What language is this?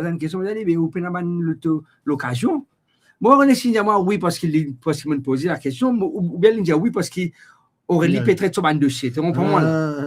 Morisyen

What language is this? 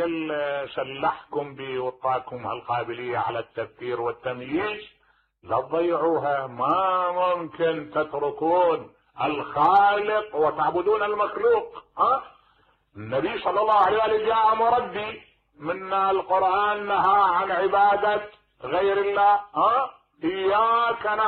Mesopotamian Arabic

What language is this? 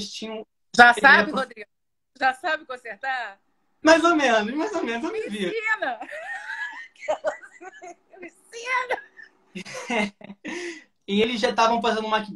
Portuguese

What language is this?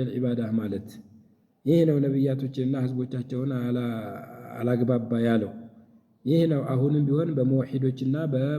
Amharic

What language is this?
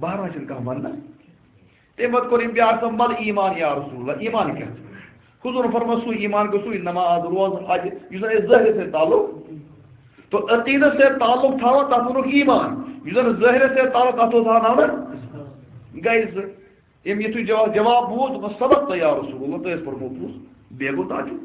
Kashmiri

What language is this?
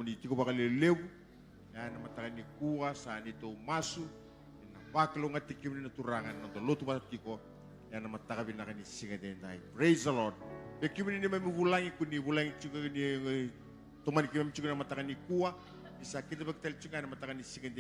Fijian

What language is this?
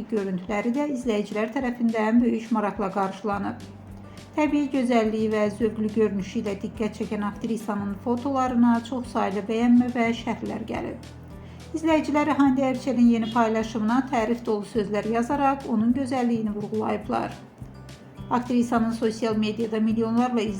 Azerbaijani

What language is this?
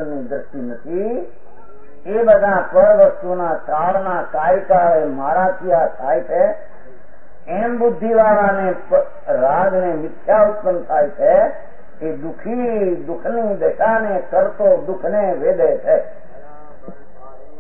Gujarati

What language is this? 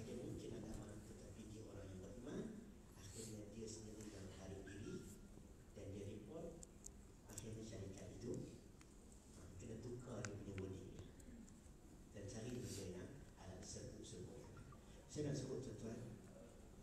Malay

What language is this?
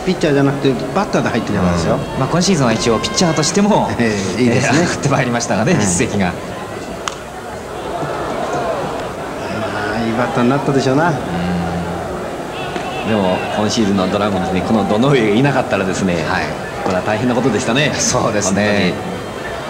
Japanese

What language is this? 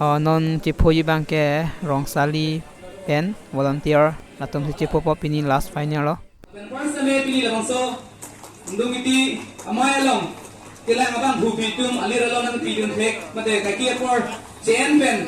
Karbi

